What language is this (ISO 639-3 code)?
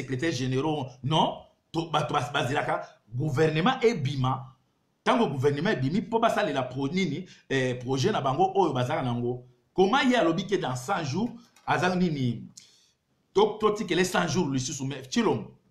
lin